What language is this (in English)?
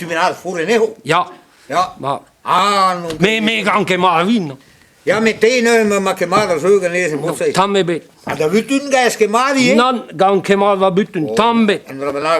Breton